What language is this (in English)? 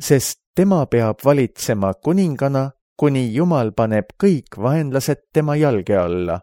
Estonian